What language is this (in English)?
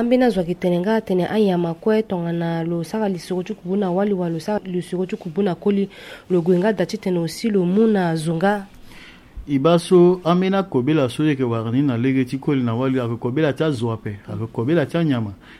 Sango